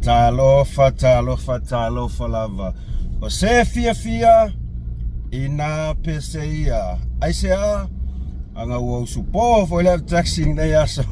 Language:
Samoan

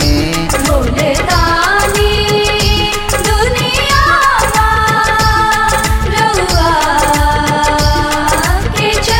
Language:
Bhojpuri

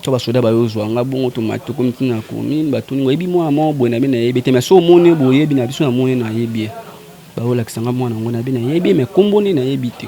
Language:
Lingala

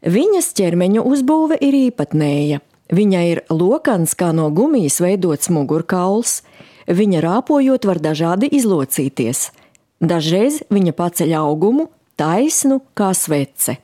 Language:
Latvian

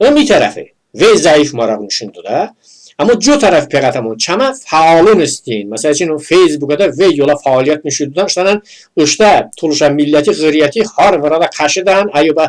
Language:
Talysh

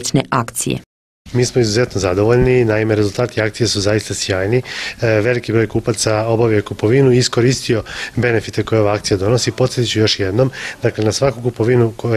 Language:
Serbian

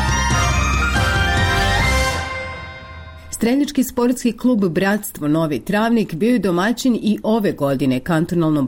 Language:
Bosnian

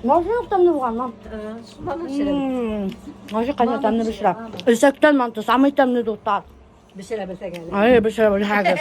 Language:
Bashkir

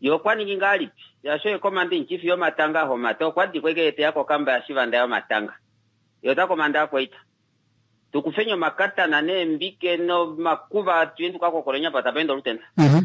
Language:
Kuanyama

